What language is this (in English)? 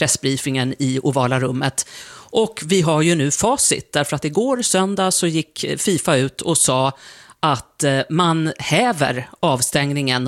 Swedish